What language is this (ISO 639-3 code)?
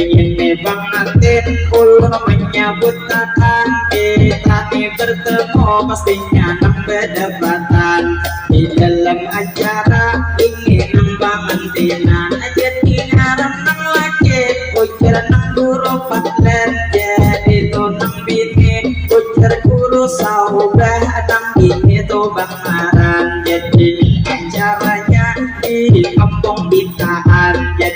bjn